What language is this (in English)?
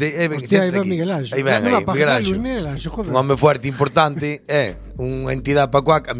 Galician